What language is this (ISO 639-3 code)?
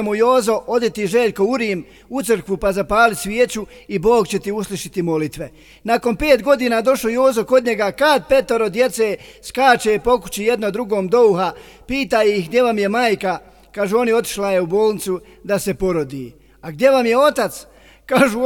bos